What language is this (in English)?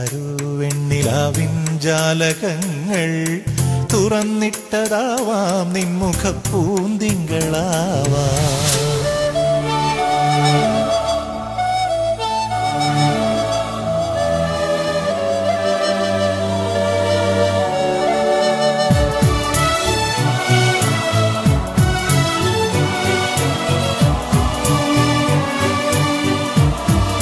Malayalam